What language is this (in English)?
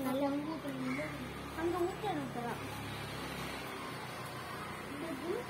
Tamil